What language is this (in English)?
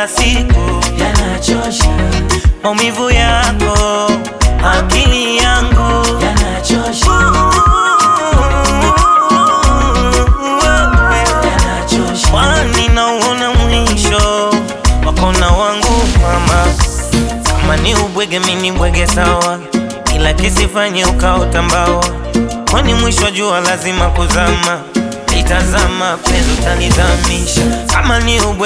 Swahili